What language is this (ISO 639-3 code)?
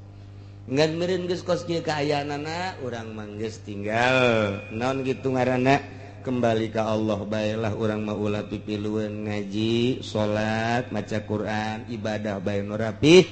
sun